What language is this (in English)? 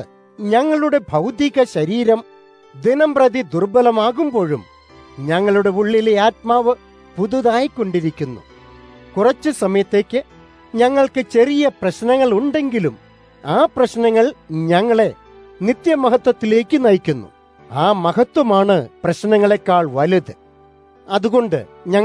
Malayalam